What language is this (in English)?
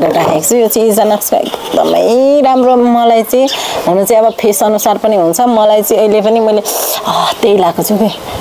Nepali